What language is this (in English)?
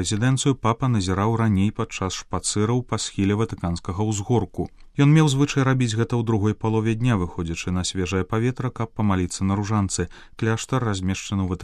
Belarusian